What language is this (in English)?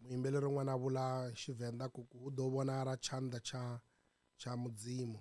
Tsonga